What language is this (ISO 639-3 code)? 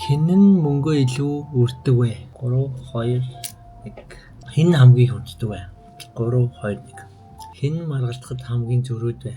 mon